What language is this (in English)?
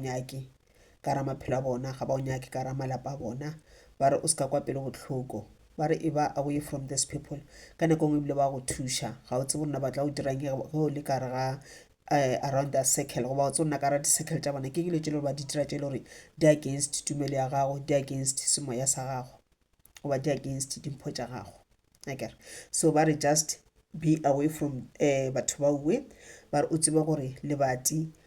Northern Sotho